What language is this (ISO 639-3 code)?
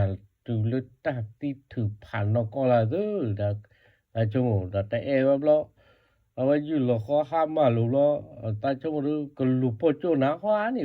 ksw